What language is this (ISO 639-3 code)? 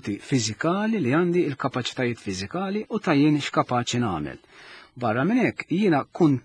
mlt